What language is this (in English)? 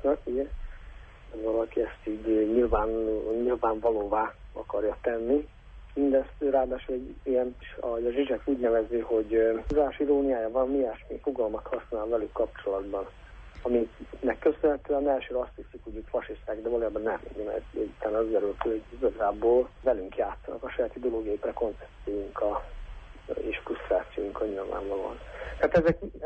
Hungarian